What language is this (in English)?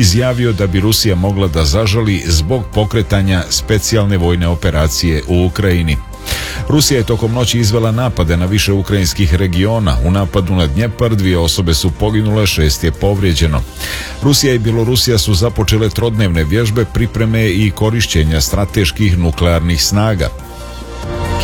Serbian